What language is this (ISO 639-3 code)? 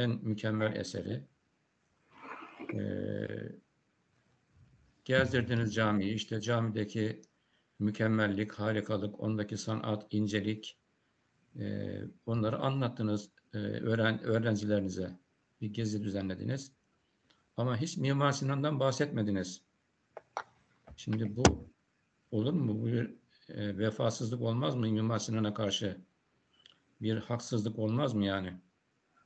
tur